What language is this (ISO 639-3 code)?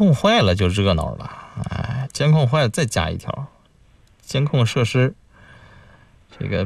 zho